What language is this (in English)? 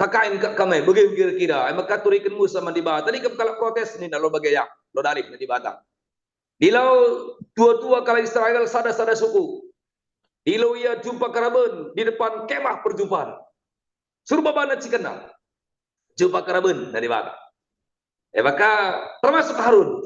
Batak Karo